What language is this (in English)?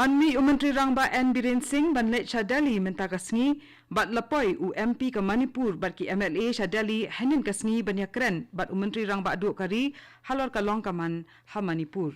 Khasi